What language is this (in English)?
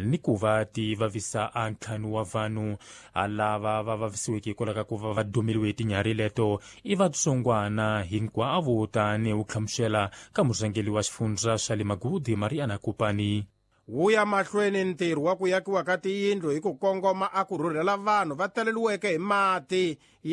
Tsonga